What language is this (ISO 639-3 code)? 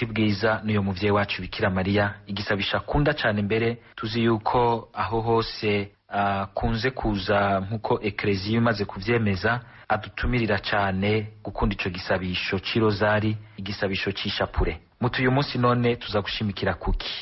run